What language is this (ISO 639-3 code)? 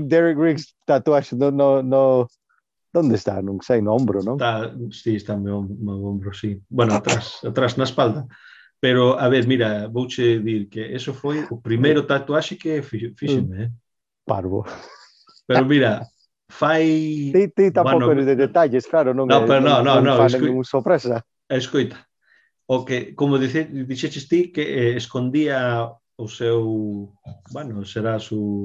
glg